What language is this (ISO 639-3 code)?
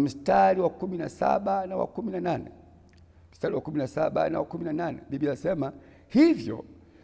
swa